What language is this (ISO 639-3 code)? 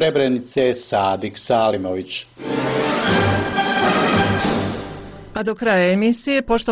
bos